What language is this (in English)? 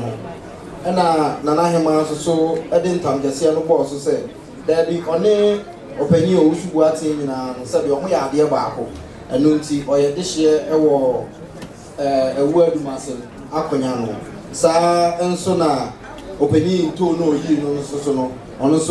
Akan